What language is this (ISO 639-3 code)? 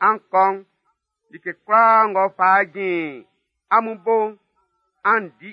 bci